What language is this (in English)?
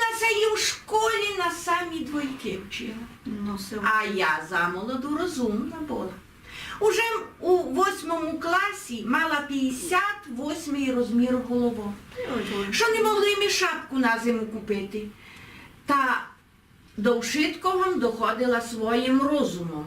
Rusyn